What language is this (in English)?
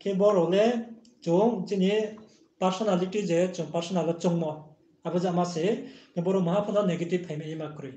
Riang (India)